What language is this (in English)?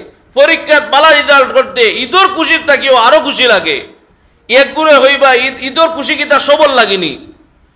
Sylheti